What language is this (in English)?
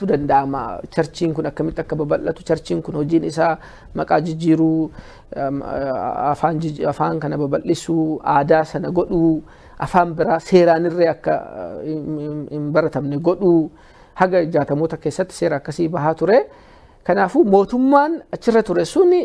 Oromo